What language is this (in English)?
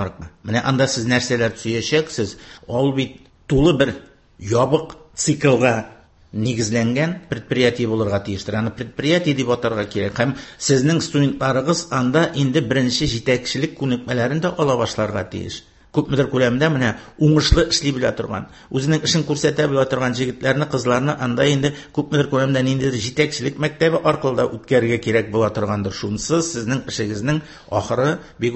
Tatar